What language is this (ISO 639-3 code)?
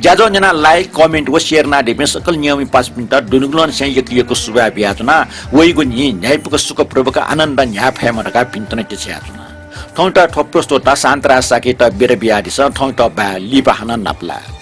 new